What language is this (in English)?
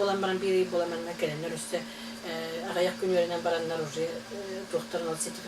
Yakut